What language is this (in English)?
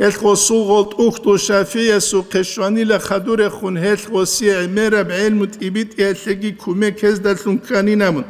Avaric